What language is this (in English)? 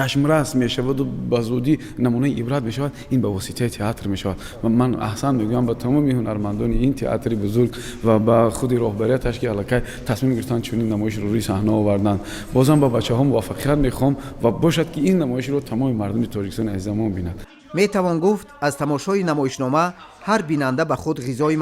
Tajik